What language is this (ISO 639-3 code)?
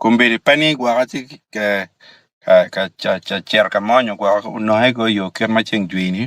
ach